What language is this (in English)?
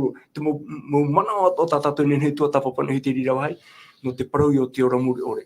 Tahitian